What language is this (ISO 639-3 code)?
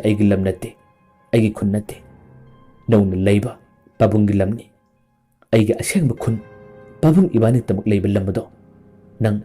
mni